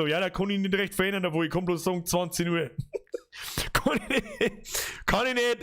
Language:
Bavarian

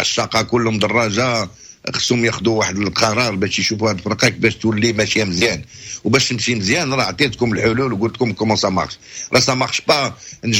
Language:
Moroccan Arabic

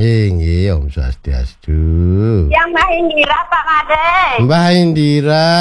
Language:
Balinese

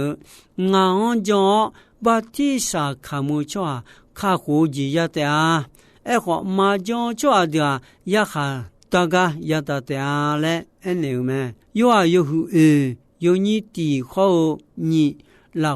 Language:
Akha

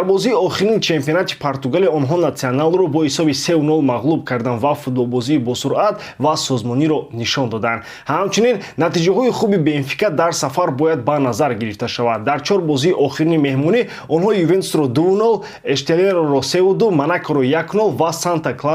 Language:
Tajik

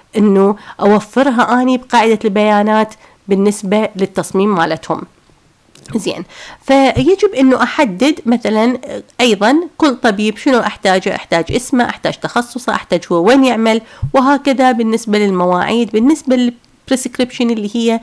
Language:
Mesopotamian Arabic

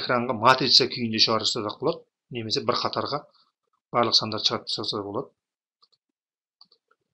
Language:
Kazakh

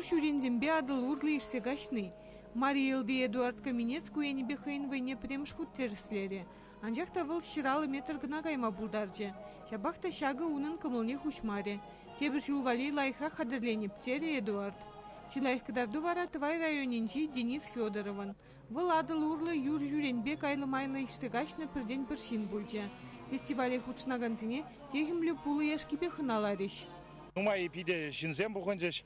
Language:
Chuvash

